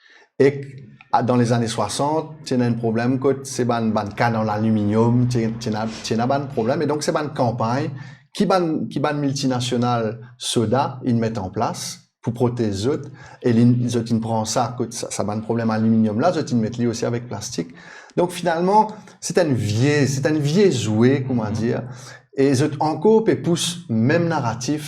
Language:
Morisyen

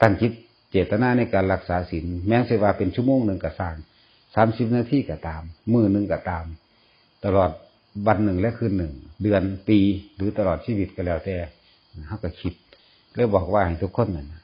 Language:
Northeastern Thai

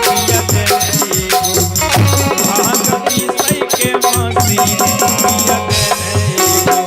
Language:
Magahi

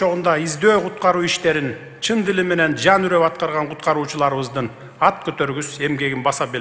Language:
Kyrgyz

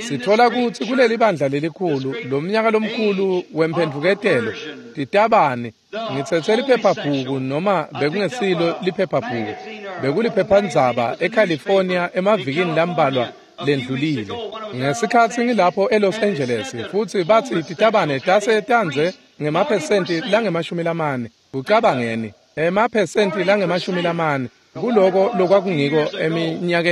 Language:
Swati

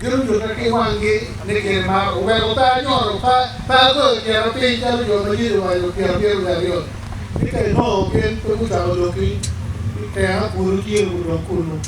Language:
Acoli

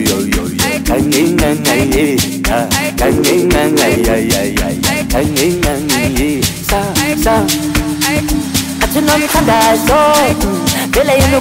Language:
Swahili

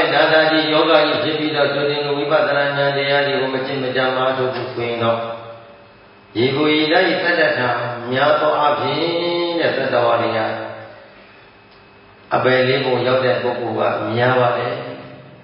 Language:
Burmese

